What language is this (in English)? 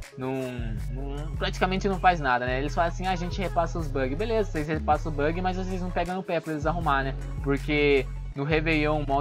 Portuguese